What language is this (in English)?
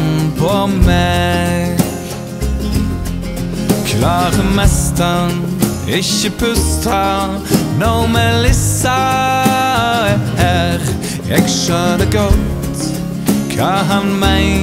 Norwegian